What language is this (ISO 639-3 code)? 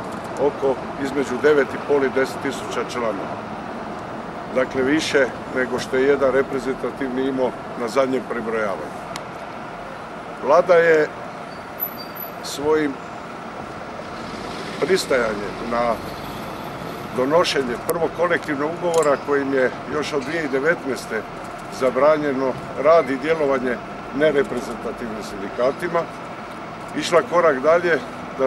hrv